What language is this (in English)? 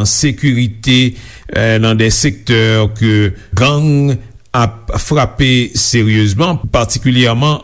Haitian Creole